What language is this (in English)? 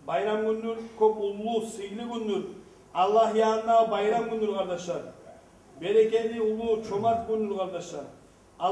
Kumyk